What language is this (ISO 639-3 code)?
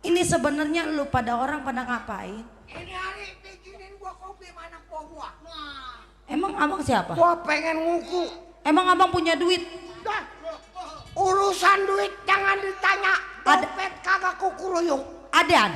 bew